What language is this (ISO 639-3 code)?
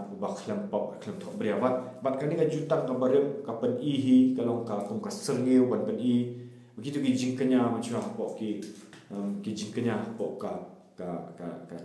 kha